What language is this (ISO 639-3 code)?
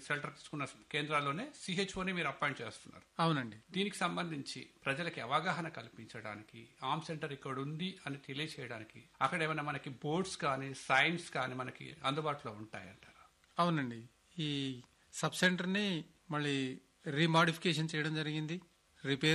tel